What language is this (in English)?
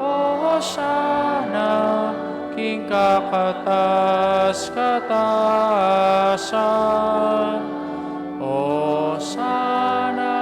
Pampanga